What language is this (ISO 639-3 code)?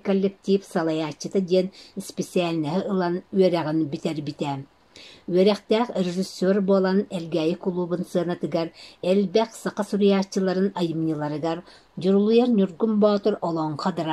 sah